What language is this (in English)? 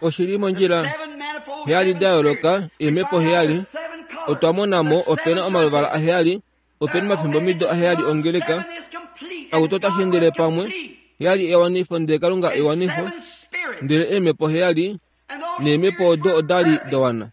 Kuanyama